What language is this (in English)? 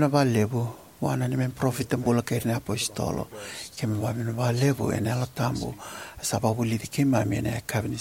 Fijian